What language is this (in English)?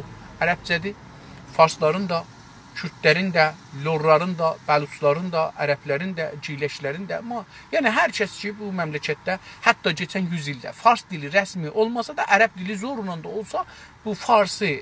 South Azerbaijani